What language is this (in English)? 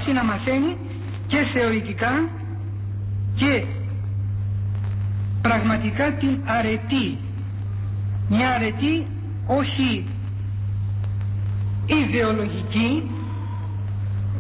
Greek